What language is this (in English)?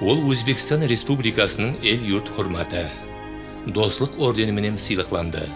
Kara-Kalpak